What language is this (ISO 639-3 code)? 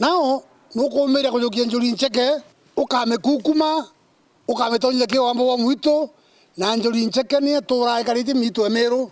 mer